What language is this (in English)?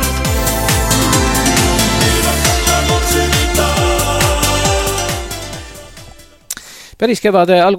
Estonian